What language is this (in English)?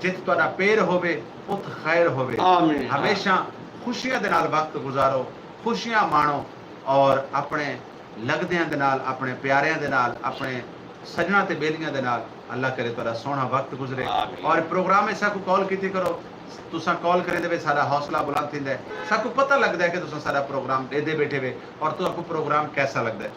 Saraiki